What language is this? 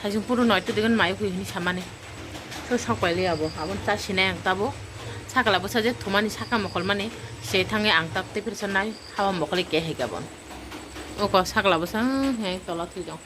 Kok Borok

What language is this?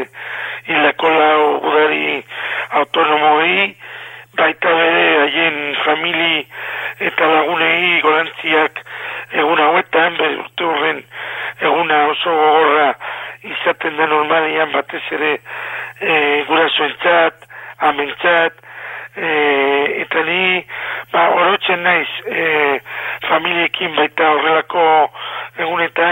Basque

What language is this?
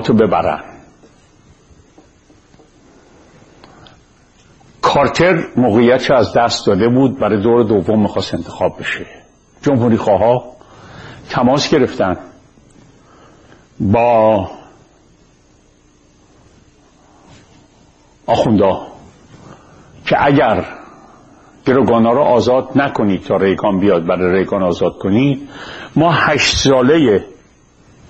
Persian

